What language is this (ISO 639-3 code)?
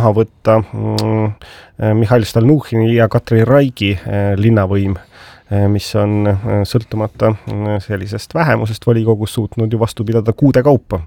est